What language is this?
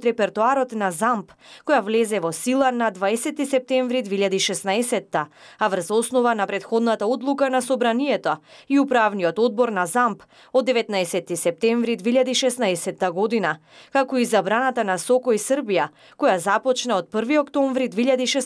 Macedonian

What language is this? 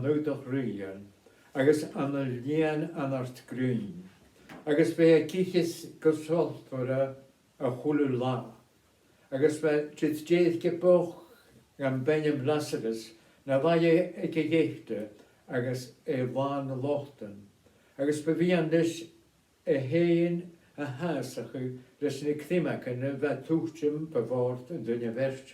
Scottish Gaelic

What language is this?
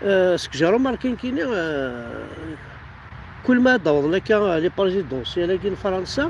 Kabyle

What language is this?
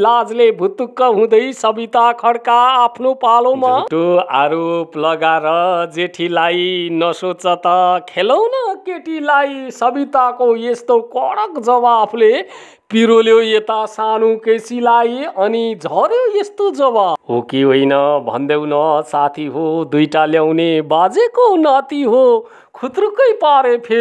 Nepali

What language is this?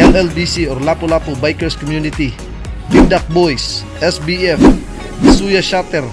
Cebuano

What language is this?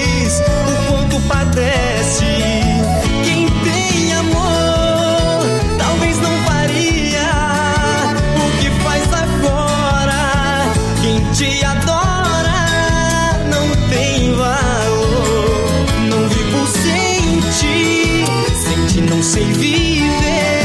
Portuguese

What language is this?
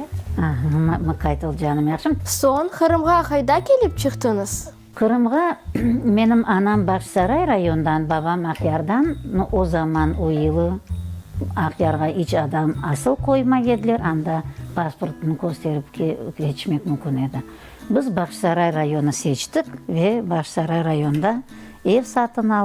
Crimean Tatar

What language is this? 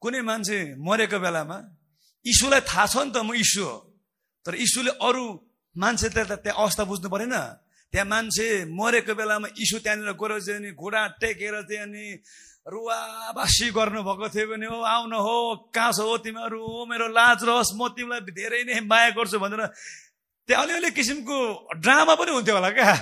Nepali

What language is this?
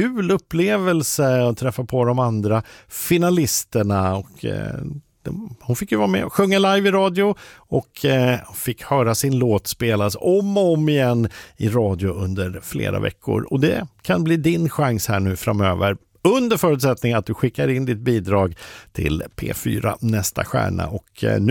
Swedish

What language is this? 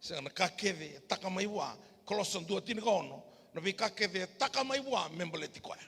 Fijian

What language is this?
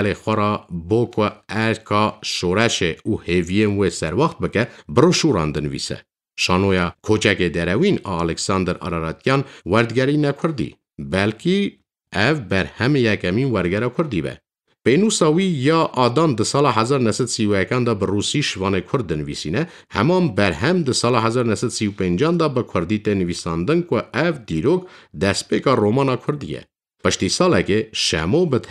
Kurdish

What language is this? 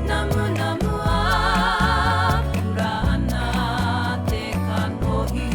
Māori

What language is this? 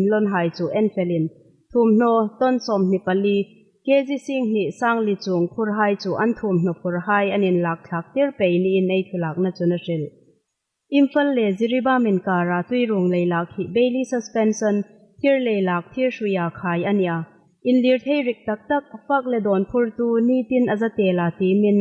Hmar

